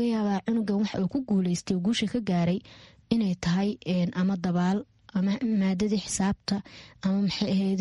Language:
Somali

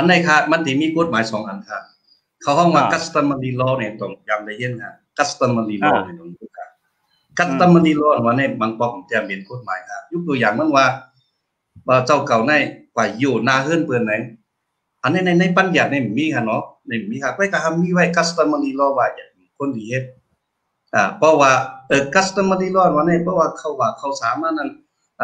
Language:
Shan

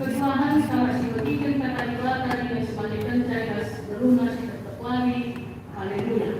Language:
Batak Karo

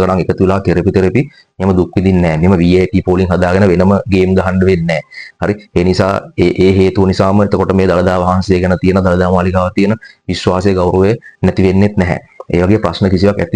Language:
Sinhala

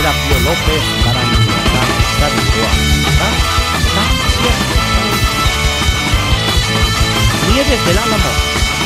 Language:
Basque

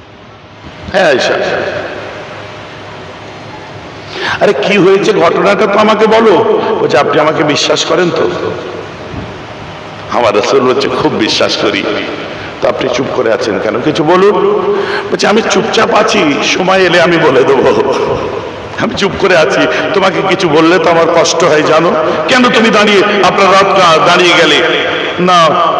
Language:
Bangla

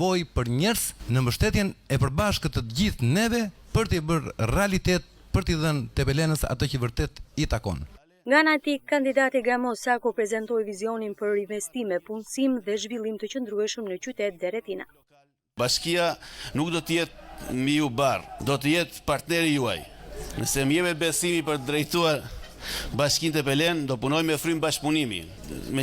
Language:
Albanian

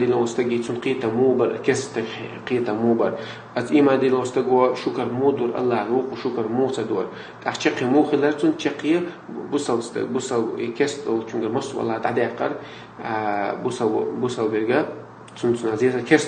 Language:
Chechen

